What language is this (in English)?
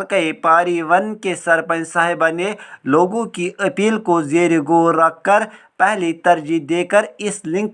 Kashmiri